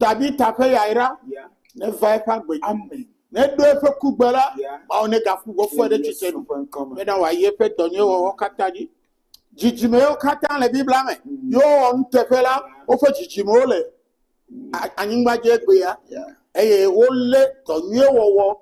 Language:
Ewe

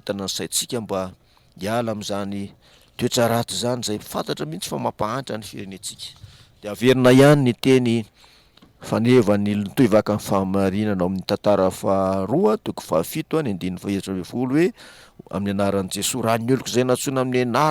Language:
Malagasy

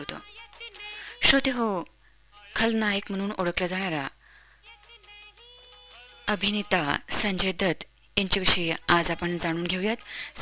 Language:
Marathi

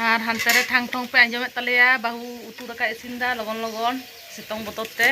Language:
Santali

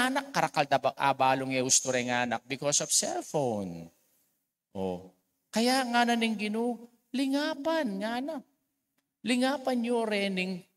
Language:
Pampanga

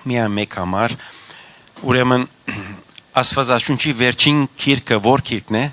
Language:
Western Armenian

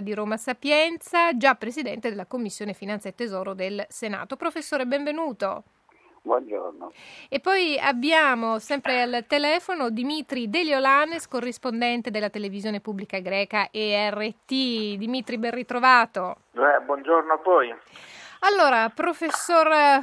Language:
Italian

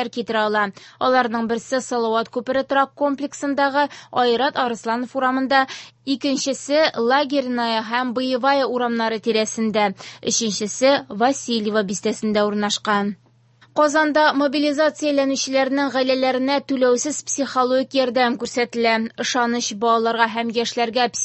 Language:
Tatar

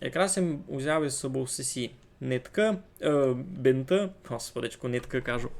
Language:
Rusyn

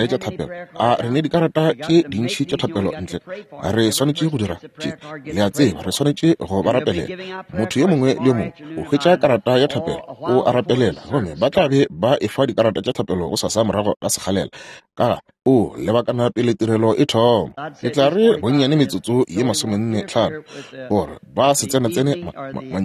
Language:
Northern Sotho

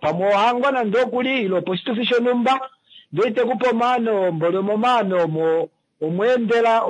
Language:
Kuanyama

